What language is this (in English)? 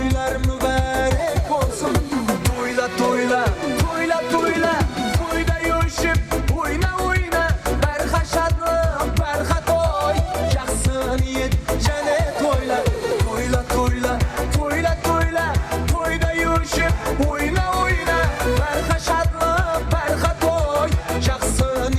Kara-Kalpak